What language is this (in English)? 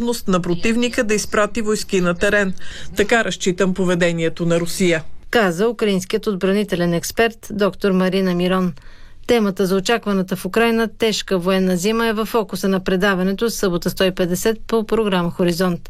Bulgarian